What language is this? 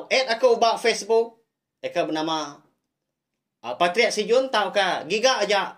Iban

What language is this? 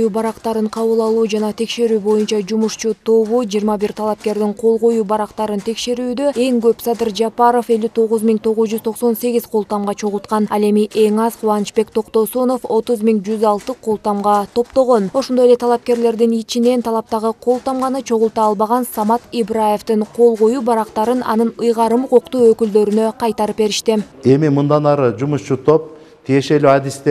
Kyrgyz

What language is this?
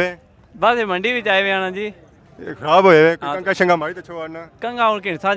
Pahari-Potwari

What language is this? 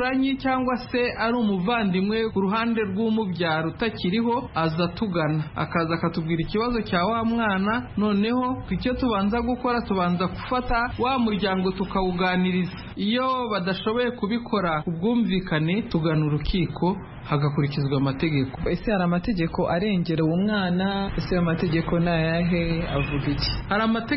Kinyarwanda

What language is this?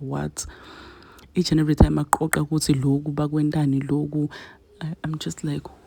Zulu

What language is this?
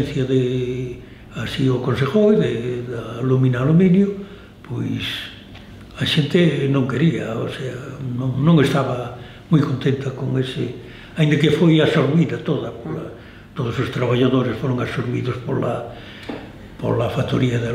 Galician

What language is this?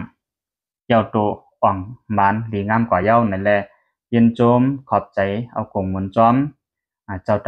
Lao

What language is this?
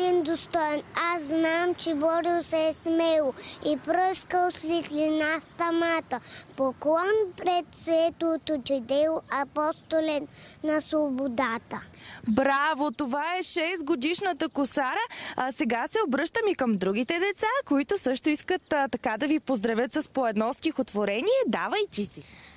Bulgarian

